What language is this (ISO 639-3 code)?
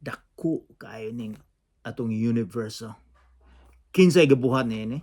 ceb